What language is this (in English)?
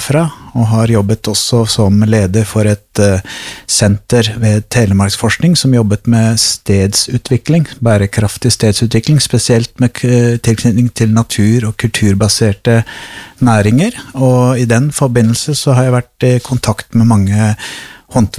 Norwegian